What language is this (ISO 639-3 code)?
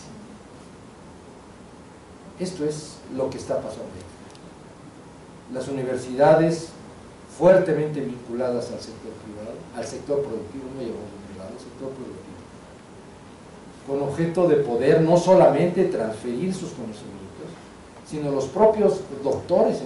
spa